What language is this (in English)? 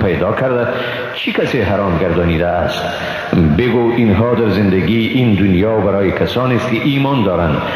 Persian